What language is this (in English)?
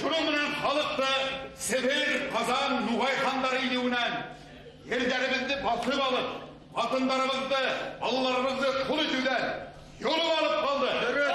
Bashkir